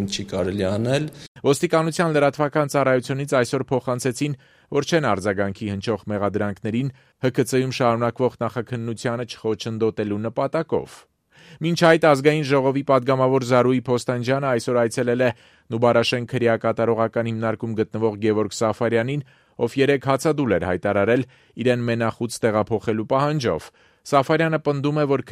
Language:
Armenian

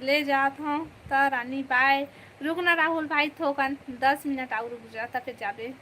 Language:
Chhattisgarhi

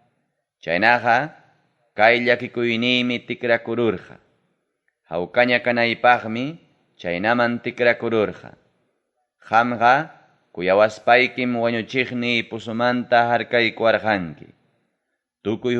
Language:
Ayacucho Quechua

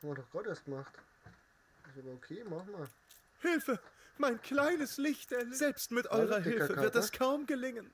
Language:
Bavarian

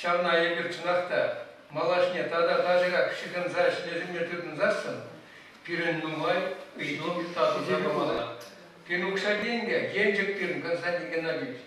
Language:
Chuvash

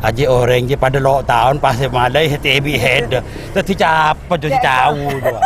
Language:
Madurese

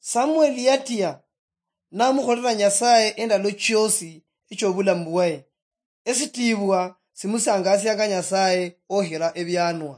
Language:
Luyia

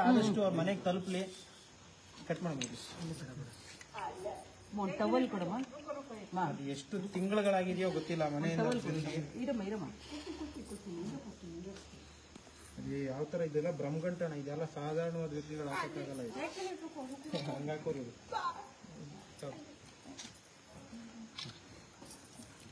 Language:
Kannada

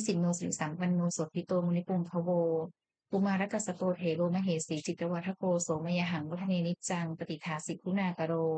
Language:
Pali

